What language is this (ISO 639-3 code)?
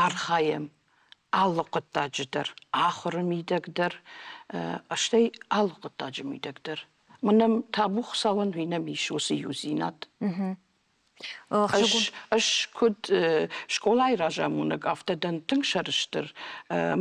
oss